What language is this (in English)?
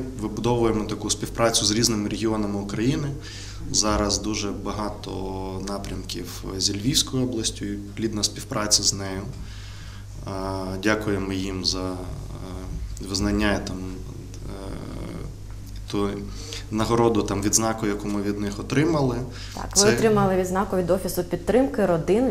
Ukrainian